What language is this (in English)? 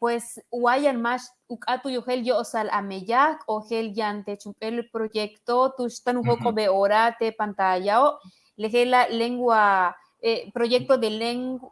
Yucateco